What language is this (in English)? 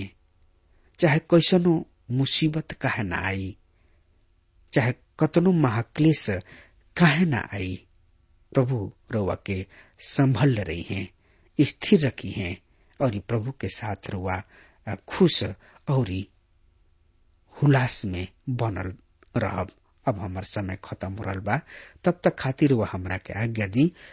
Bhojpuri